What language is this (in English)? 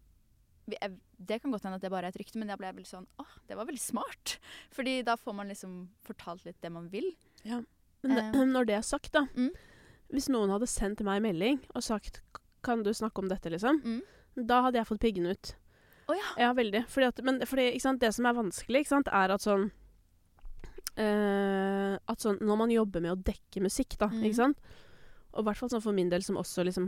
Norwegian